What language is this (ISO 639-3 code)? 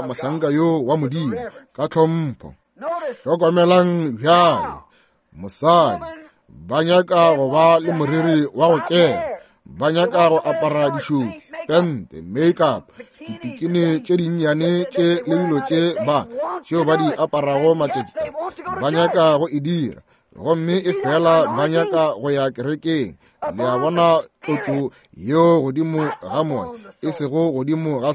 nso